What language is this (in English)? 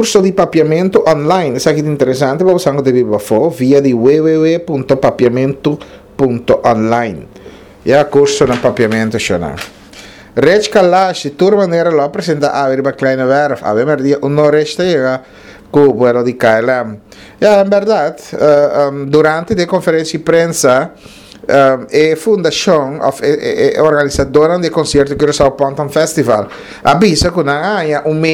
Papiamento